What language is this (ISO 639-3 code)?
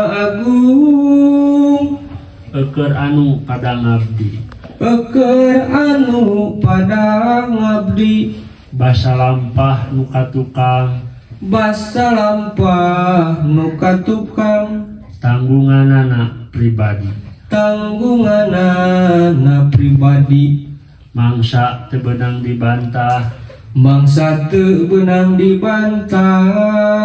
sun